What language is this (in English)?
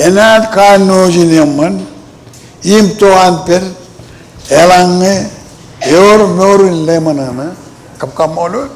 Marshallese